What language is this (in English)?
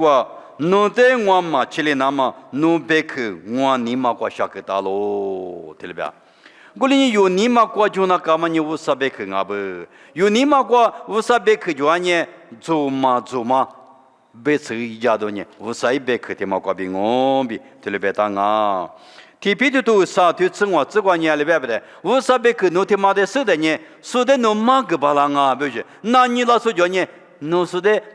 Lisu